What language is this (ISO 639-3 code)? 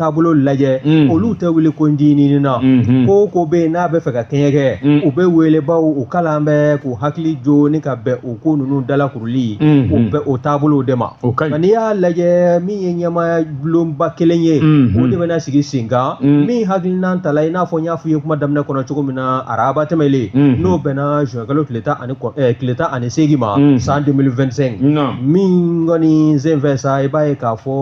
bam